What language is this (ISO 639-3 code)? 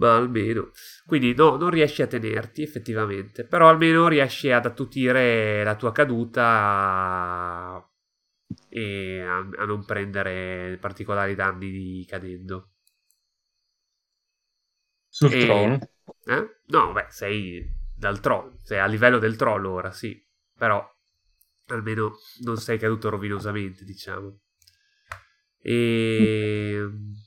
ita